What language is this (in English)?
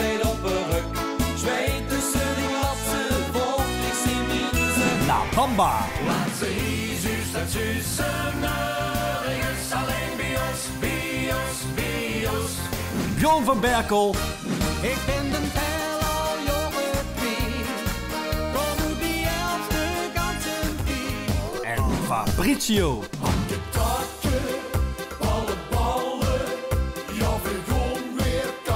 Limburgish